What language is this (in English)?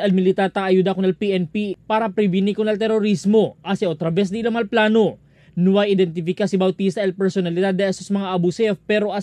Chavacano